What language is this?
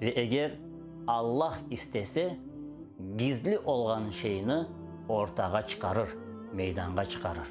Crimean Tatar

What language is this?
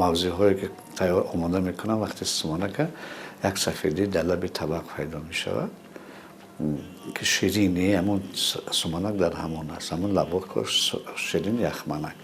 Tajik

